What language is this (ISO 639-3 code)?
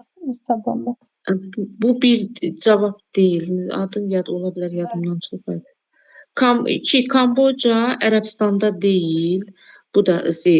aze